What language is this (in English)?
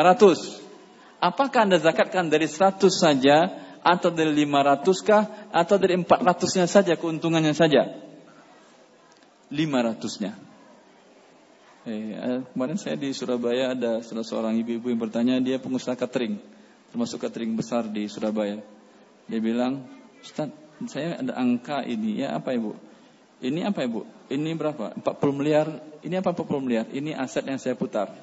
Indonesian